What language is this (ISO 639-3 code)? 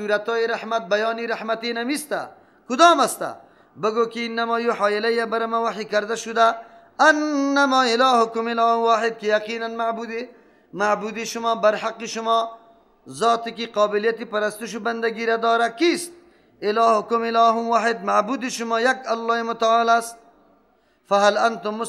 fas